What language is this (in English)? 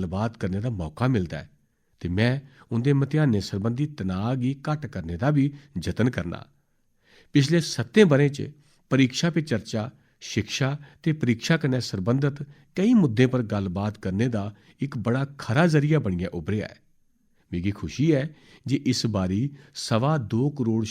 Dogri